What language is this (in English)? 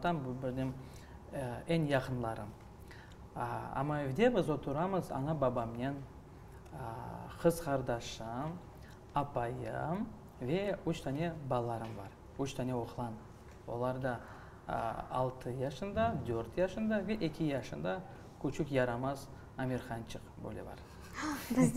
Crimean Tatar